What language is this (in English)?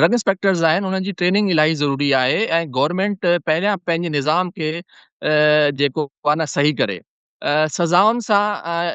Sindhi